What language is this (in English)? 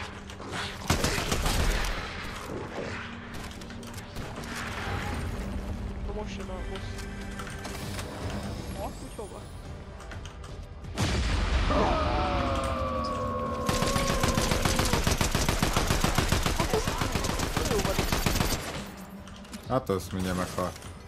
Hungarian